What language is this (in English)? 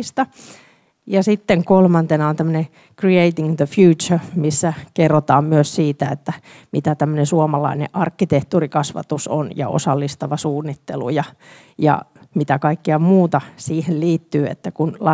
Finnish